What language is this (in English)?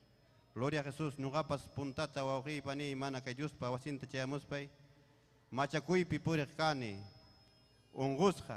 Ayacucho Quechua